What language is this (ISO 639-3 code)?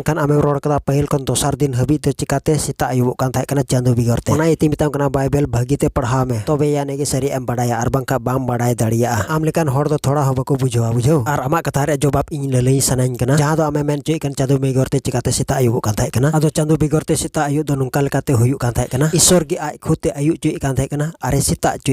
sat